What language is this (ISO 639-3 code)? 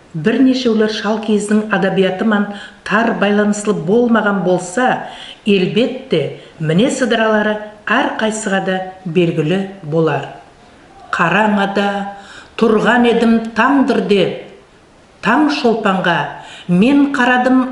nog